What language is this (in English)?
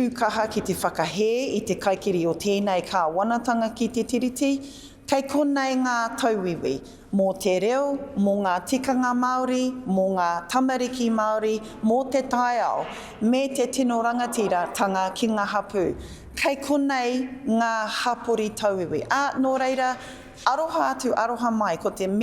Māori